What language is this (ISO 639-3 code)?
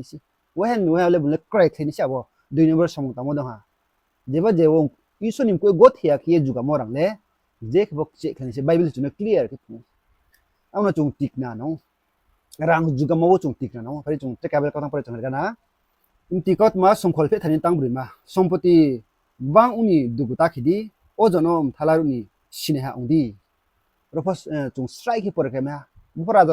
ria